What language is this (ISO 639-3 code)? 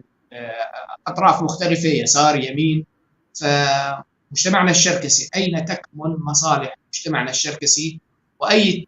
apc